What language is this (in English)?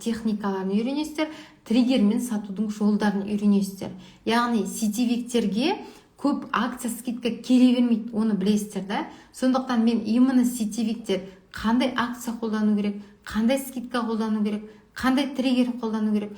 Kazakh